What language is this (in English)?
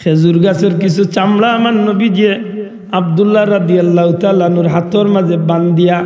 Sylheti